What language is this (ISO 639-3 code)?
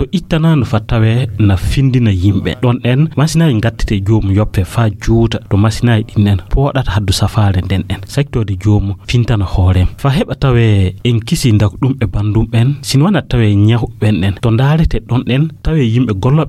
ful